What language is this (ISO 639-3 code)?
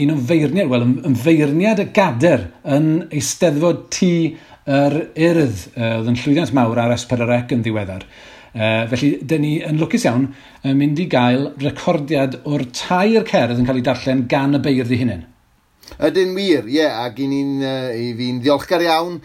cym